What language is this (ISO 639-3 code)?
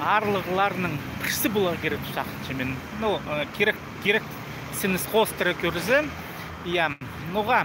kjh